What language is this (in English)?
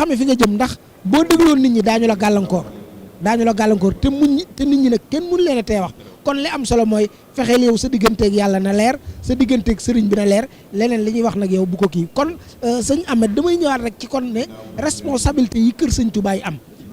Wolof